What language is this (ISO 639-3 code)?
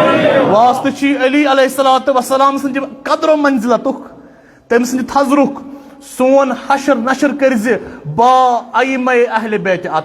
kas